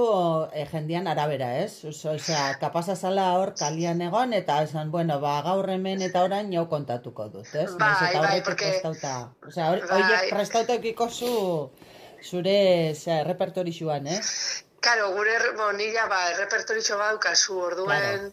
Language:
Basque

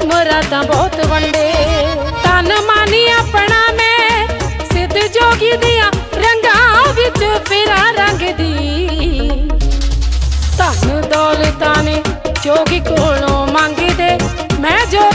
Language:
Punjabi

